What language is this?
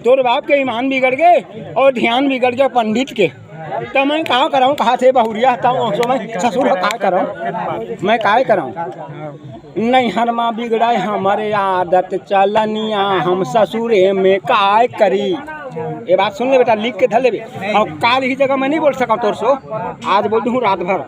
Chhattisgarhi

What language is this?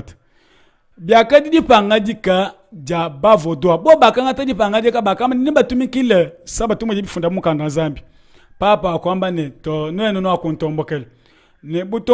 Luba-Lulua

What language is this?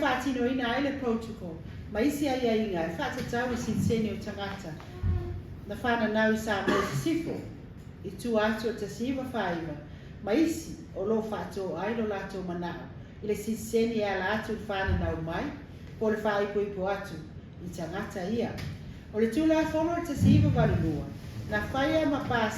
Samoan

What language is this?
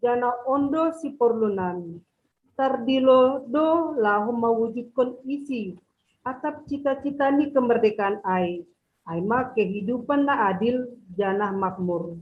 Batak Simalungun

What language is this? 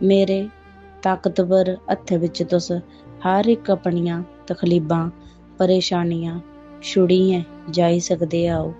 Dogri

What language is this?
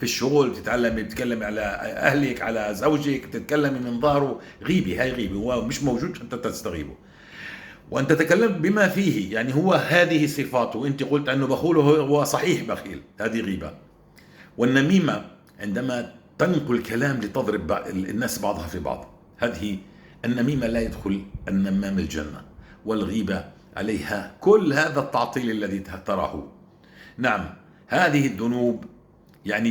North Levantine Arabic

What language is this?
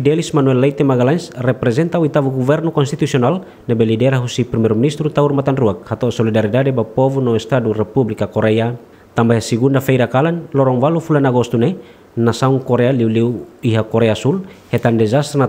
Tetum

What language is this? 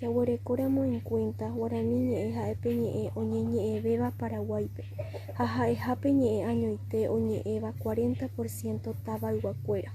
Guarani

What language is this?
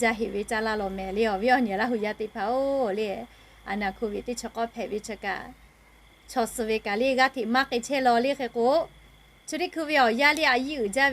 Lahu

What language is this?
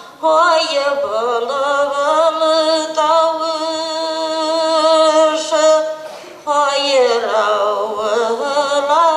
Bashkir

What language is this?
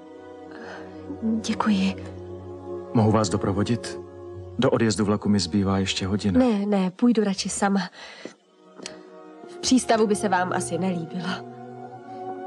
Czech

